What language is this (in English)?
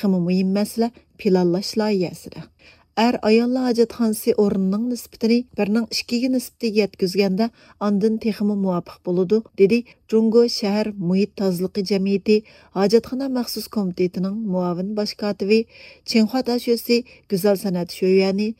Uyghur